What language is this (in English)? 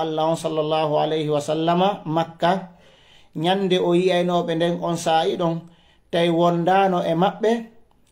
Fula